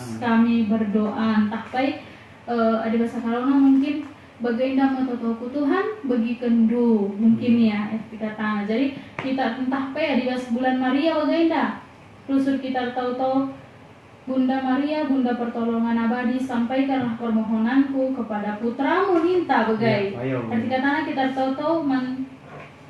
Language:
Batak Karo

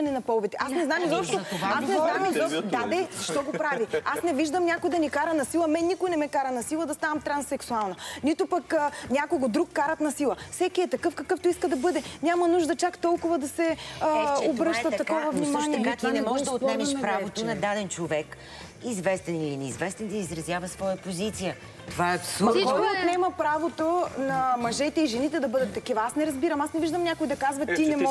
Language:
Bulgarian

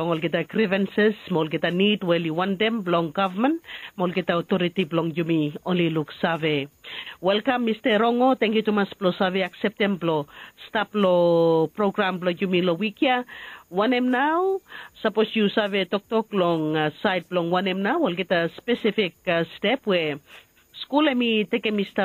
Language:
Bislama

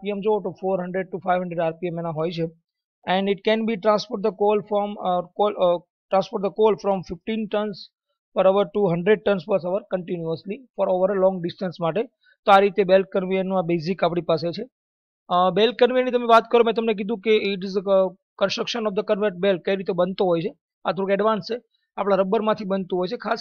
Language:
Gujarati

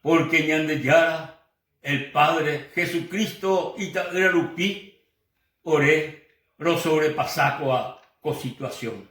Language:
Guarani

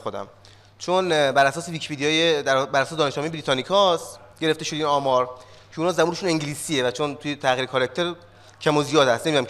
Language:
Persian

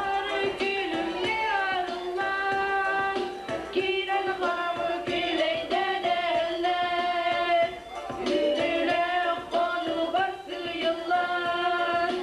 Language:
Yakut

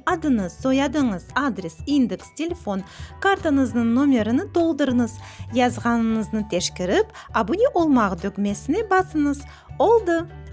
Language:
Crimean Tatar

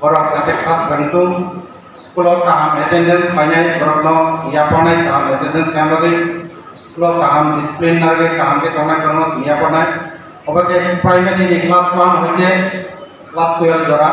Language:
Kok Borok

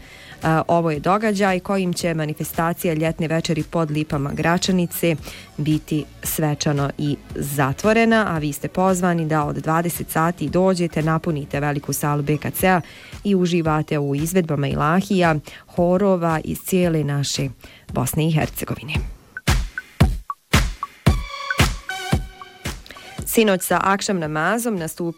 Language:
Bosnian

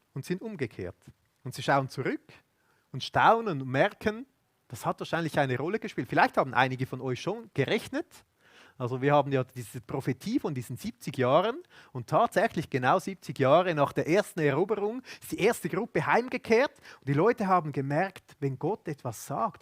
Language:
Swiss German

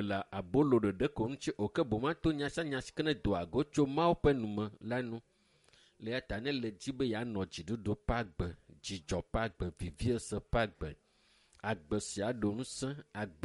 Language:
Ewe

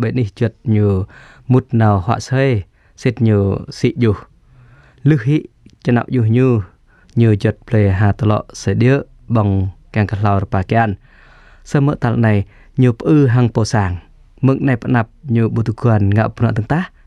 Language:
Jarai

